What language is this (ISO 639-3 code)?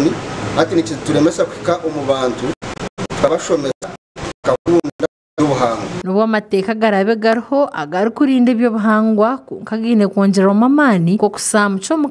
nyn